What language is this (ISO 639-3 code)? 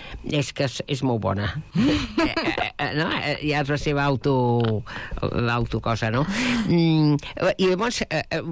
cat